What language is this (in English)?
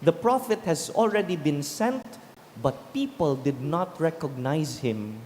Bikol